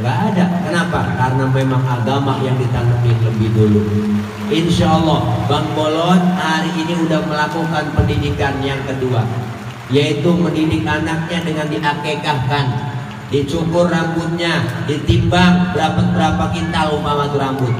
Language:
Betawi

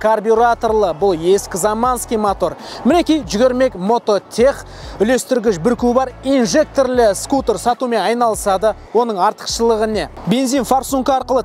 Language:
Kazakh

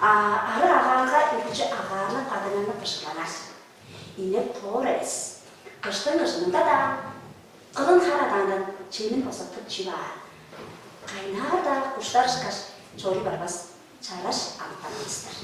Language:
Tuvinian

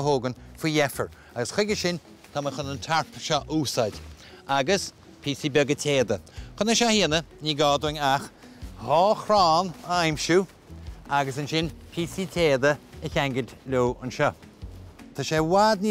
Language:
Irish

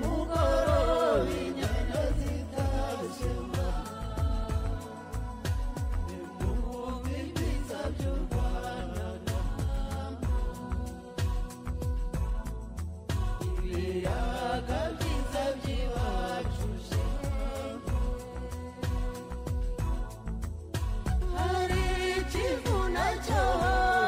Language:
Kinyarwanda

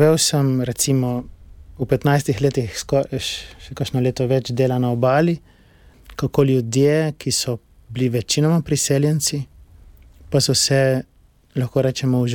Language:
Slovenian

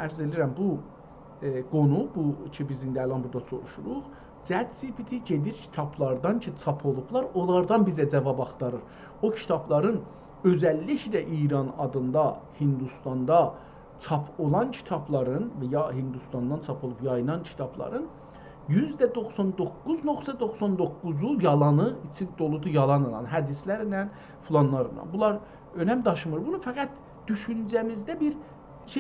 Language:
South Azerbaijani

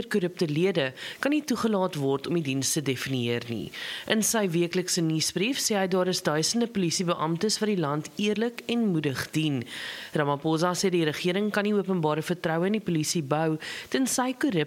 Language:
Afrikaans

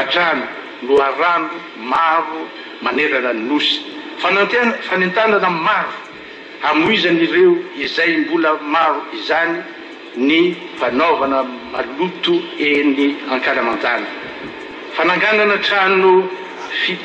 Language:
Malagasy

